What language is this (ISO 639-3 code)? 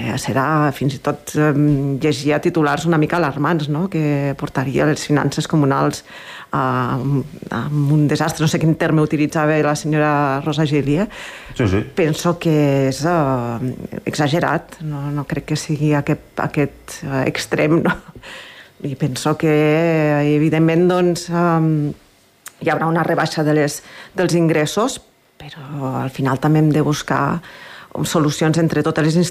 cat